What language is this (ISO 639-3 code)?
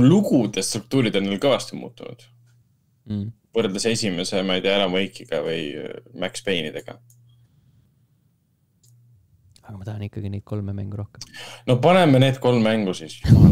est